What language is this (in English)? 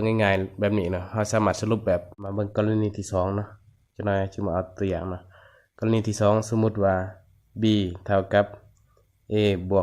Lao